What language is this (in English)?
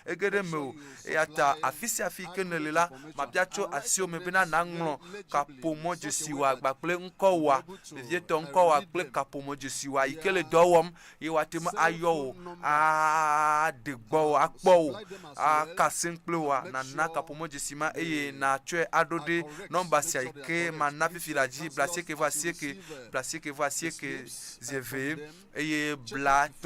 Ewe